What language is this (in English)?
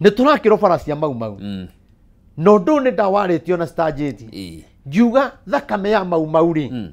Kikuyu